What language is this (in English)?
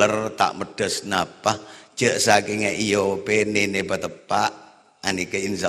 Madurese